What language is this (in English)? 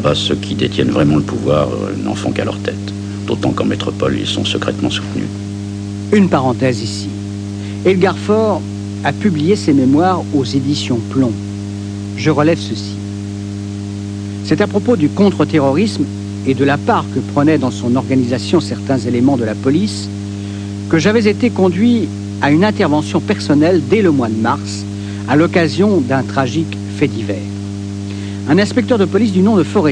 French